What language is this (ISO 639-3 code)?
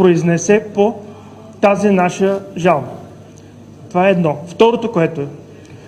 bul